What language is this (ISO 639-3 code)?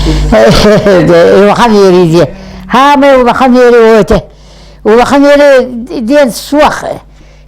sah